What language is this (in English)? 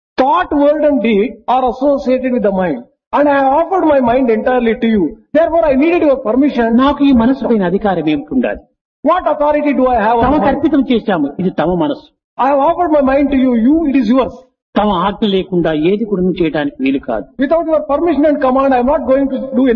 Telugu